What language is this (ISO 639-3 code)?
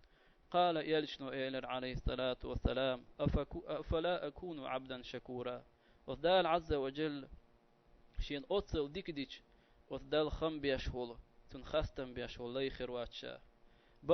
che